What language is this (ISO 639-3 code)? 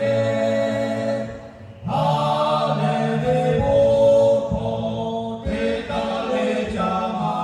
lhu